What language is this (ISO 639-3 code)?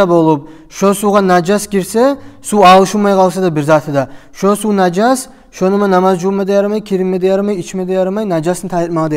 kum